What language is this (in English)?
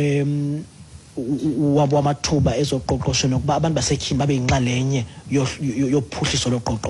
Xhosa